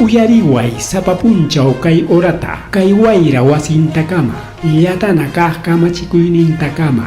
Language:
Ayacucho Quechua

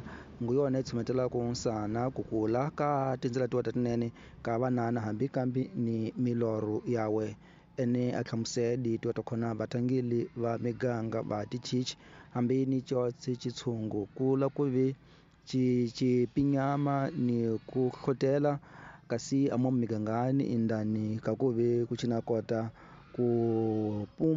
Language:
Tsonga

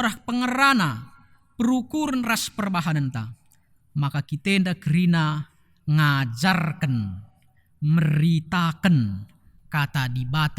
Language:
Batak Karo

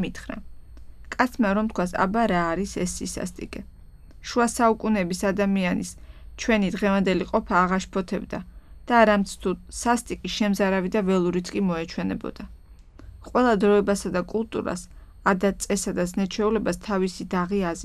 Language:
Georgian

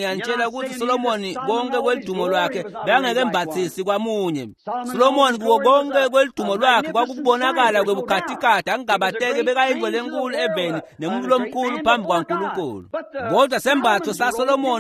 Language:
Swati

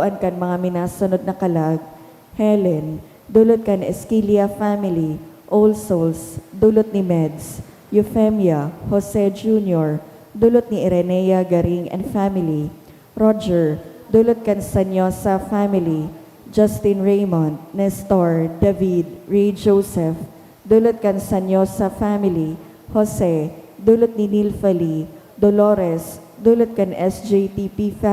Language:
Bikol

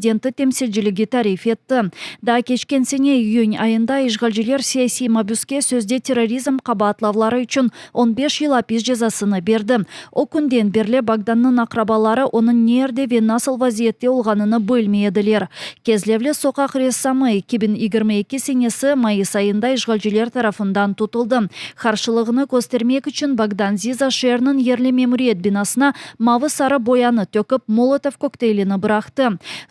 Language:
Crimean Tatar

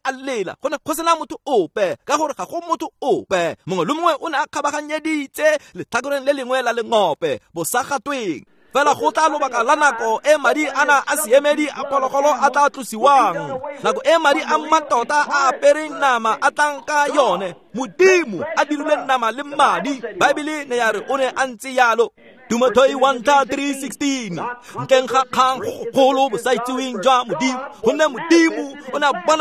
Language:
Tswana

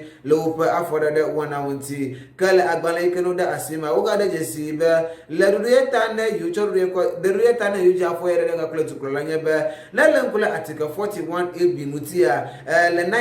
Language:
Ewe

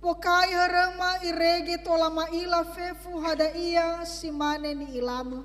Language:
Nias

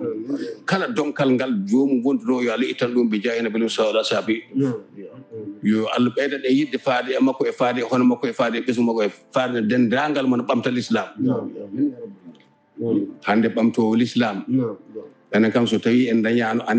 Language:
Fula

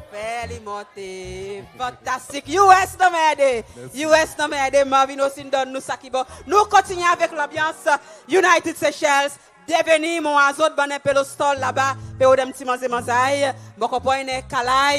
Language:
Seselwa Creole French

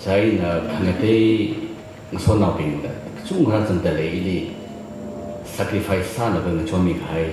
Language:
Tangkhul Naga (India)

